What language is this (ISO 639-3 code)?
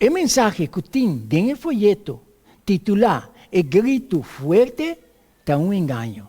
pap